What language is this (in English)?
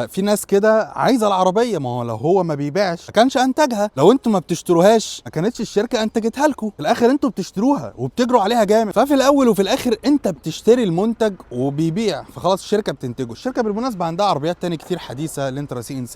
Egyptian Arabic